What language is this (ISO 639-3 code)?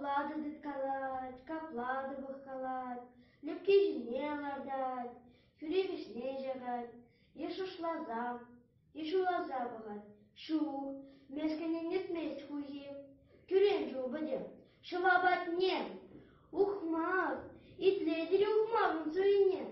chv